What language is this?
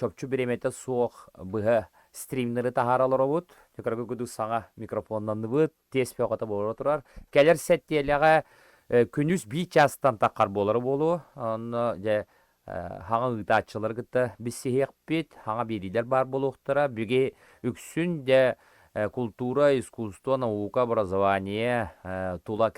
Yakut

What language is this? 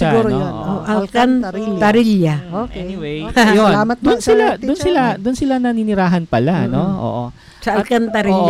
Filipino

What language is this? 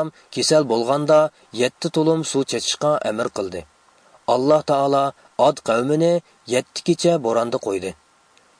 Uyghur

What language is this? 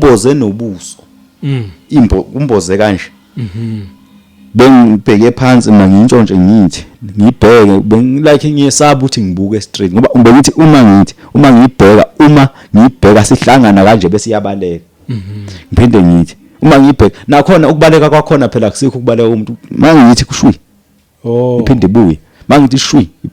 Zulu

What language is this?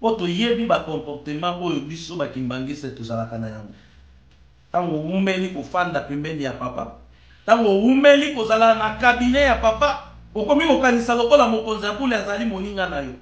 Lingala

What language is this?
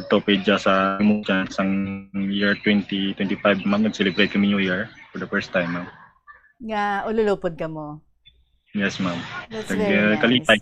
Hiligaynon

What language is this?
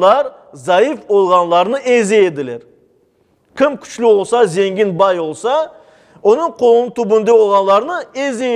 Crimean Tatar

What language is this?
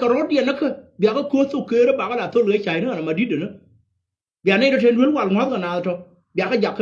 Nuer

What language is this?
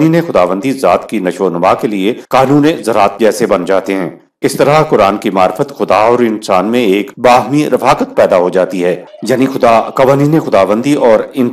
Urdu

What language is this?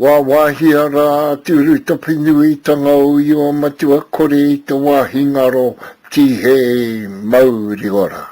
Māori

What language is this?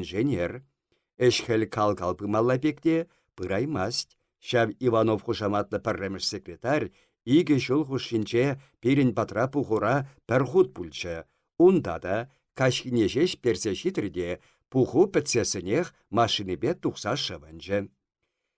Chuvash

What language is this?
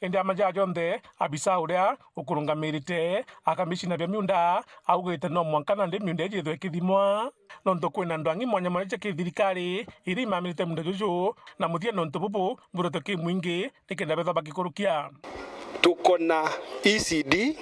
Meru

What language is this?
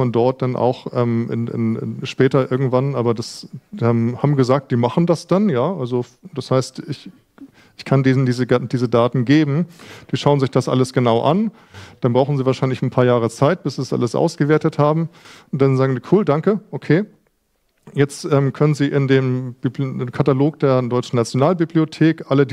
German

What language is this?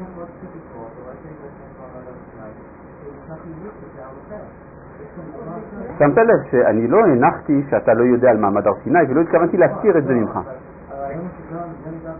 Hebrew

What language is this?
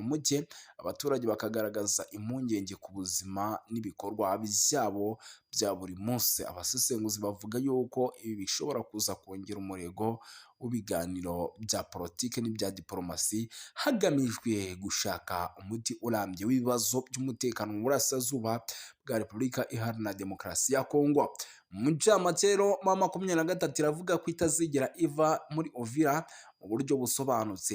Kinyarwanda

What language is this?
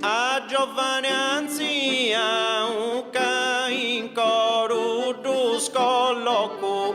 Sardinian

